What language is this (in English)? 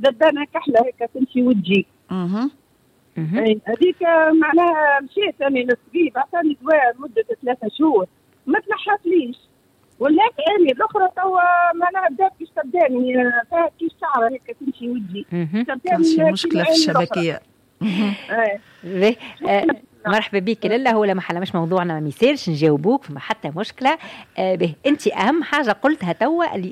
Tunisian Arabic